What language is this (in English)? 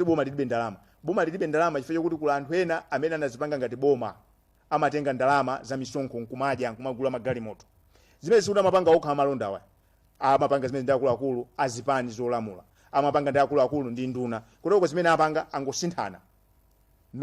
Nyanja